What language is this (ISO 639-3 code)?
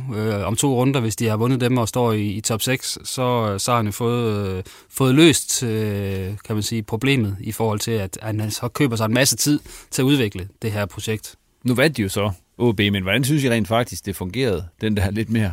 dan